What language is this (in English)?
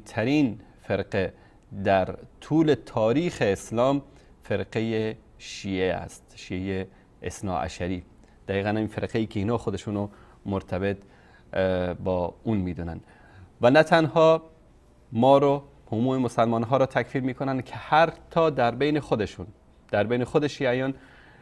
Persian